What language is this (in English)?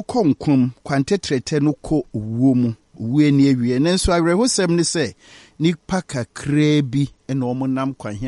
Akan